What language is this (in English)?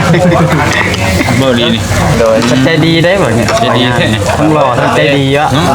Northeastern Thai